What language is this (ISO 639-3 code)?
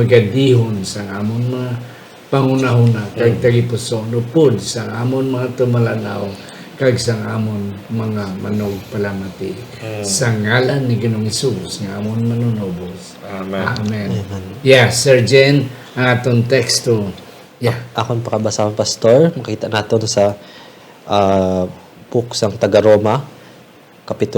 hil